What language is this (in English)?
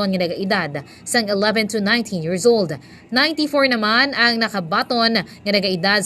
Hiligaynon